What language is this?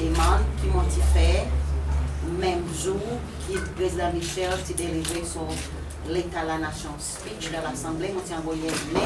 Seselwa Creole French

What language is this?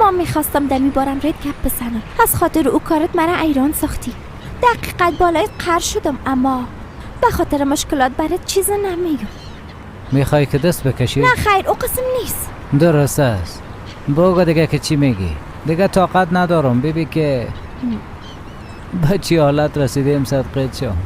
Persian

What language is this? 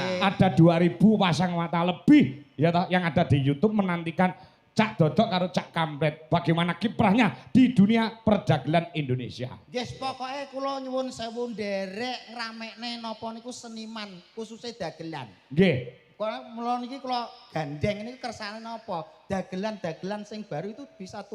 Javanese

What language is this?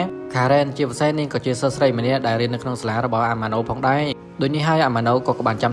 Khmer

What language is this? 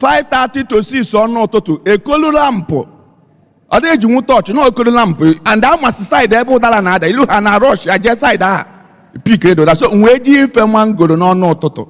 Igbo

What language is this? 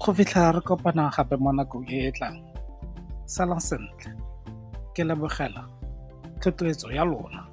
Tswana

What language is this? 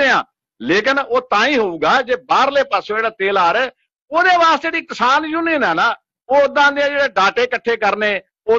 Punjabi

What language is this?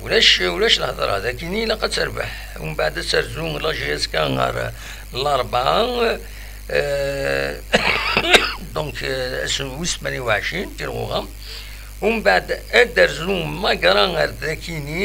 Kabyle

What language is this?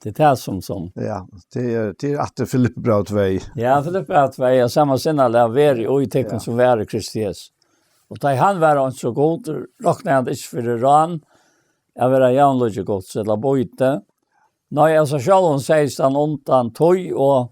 Faroese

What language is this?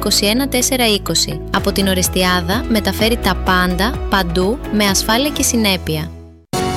Greek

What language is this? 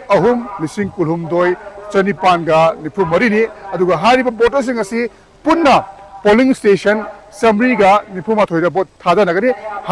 Manipuri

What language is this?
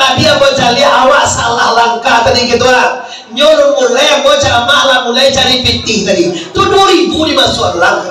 Minangkabau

